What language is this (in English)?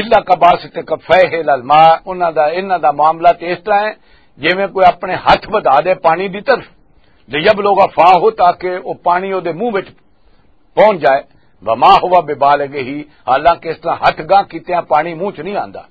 Western Panjabi